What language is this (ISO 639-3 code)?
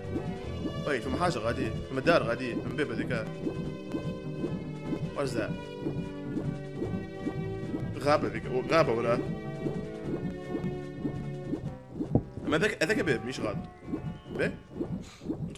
aeb